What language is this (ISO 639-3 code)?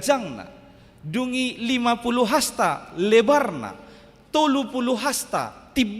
bbc